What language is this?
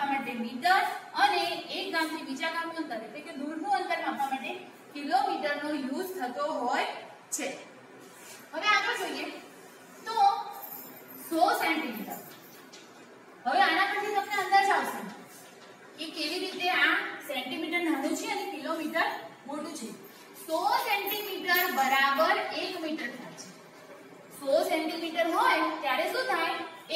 Gujarati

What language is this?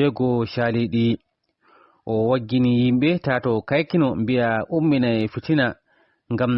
Fula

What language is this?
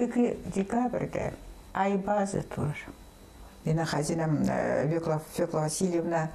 Khakas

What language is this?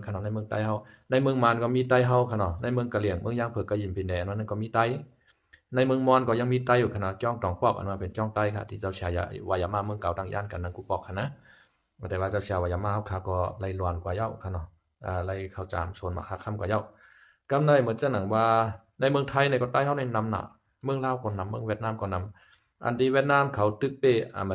Shan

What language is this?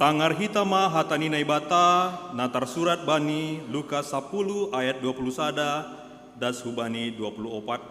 Batak Simalungun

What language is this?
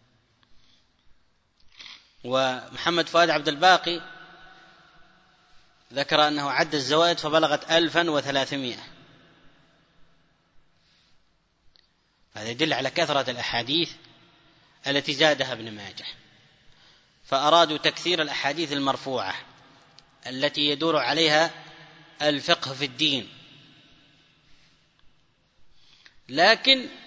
Arabic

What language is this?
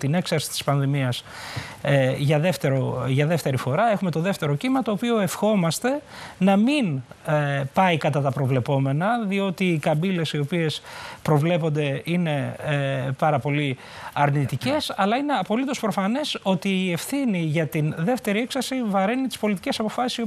Greek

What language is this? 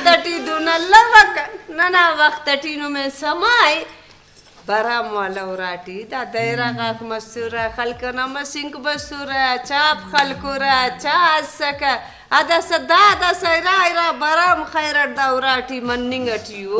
Brahui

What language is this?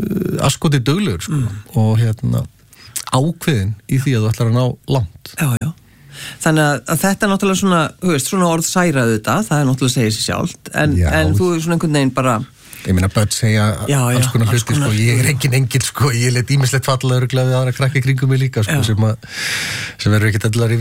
Icelandic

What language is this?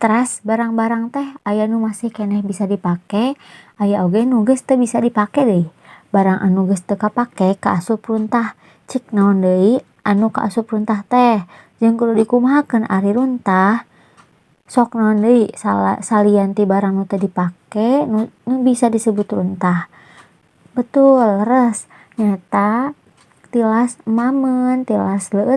Sundanese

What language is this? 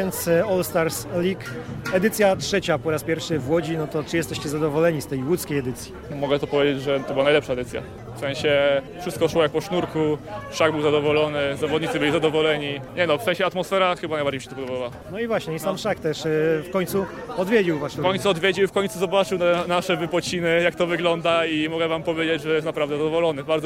Polish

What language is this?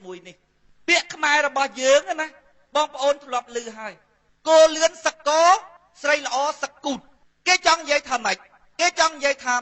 Khmer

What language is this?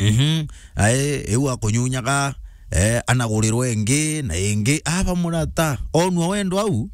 Meru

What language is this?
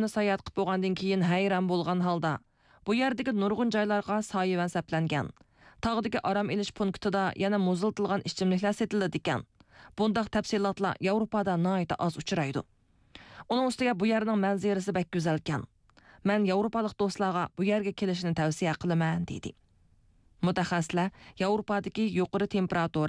Uyghur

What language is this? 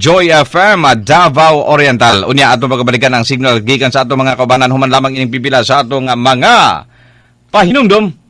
Cebuano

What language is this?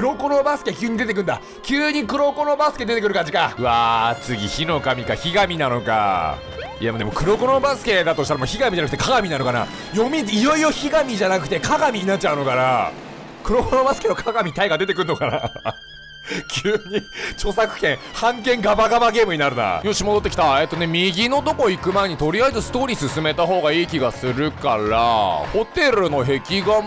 Japanese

